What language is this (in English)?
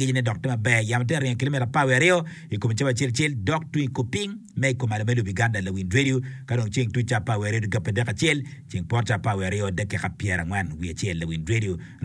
Acoli